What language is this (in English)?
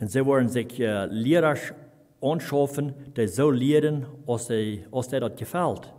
Plautdietsch